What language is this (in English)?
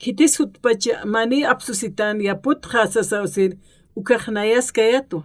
Aymara